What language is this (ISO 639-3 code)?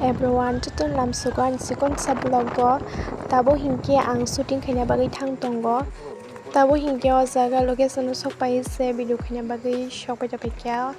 trp